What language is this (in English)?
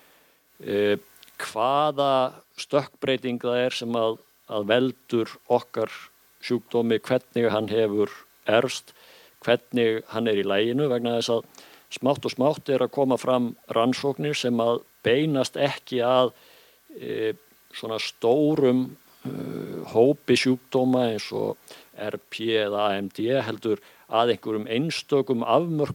Icelandic